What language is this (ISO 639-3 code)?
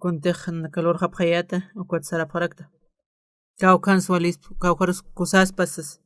aym